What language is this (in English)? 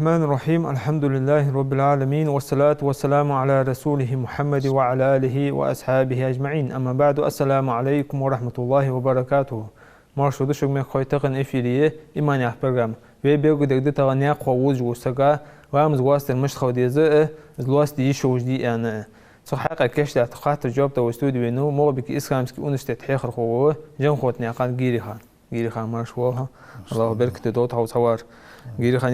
Ingush